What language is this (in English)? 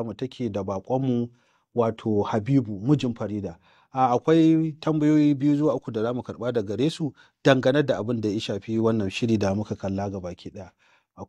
Hausa